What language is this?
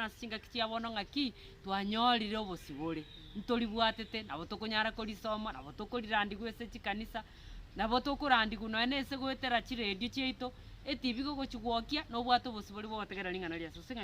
Gusii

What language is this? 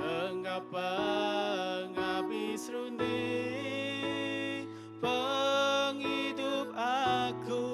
Iban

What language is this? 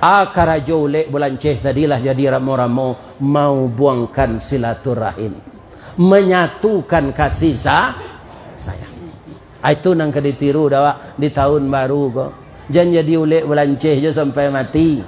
Minangkabau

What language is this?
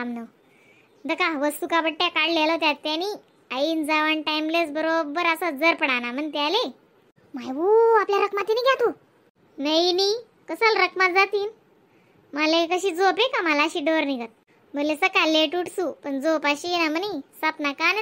Khandesi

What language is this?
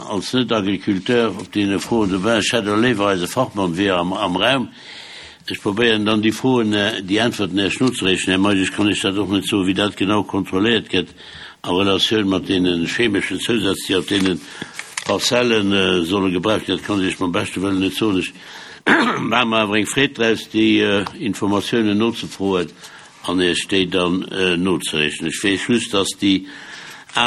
Luxembourgish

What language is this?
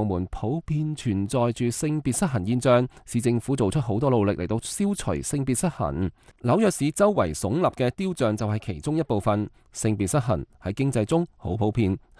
Cantonese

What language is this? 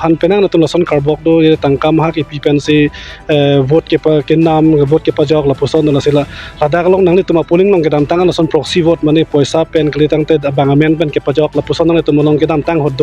Karbi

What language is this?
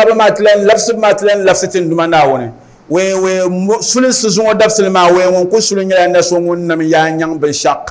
Dagbani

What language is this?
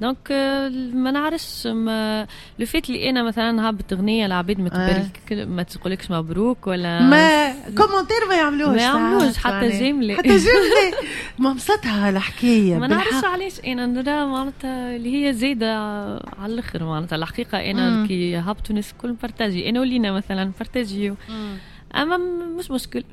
Tunisian Arabic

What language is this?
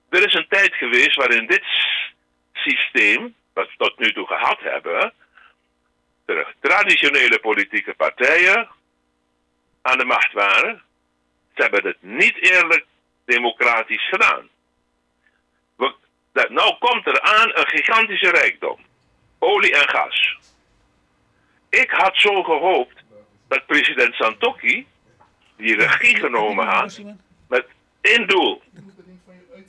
Dutch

